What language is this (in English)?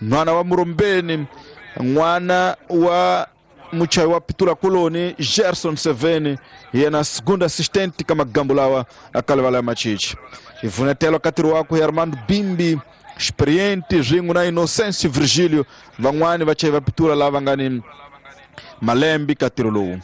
Tsonga